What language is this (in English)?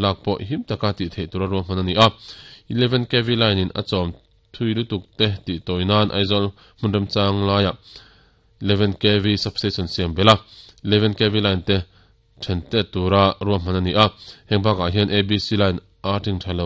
Mizo